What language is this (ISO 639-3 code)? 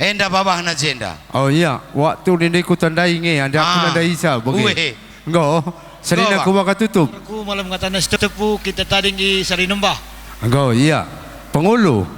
btx